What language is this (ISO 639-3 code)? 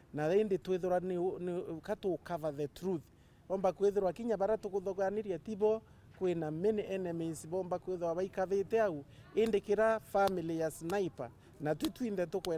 mer